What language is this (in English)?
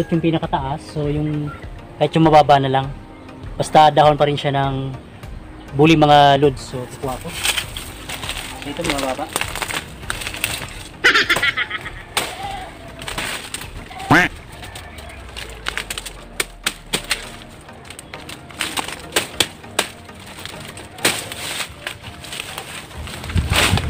Filipino